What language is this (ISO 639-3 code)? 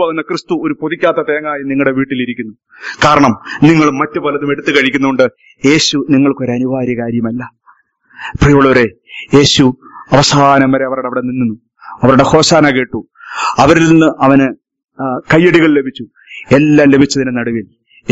mal